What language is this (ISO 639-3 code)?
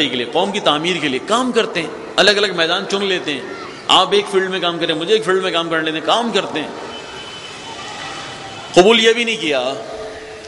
urd